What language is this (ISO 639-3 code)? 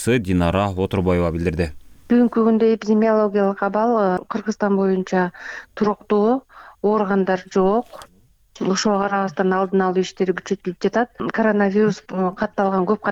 kir